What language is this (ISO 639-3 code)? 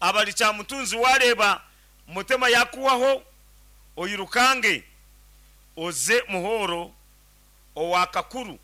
nyn